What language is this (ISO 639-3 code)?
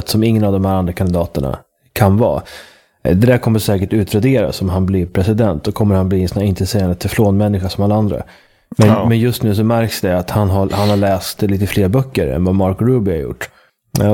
swe